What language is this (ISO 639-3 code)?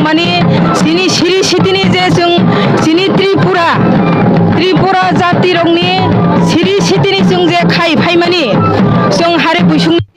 trp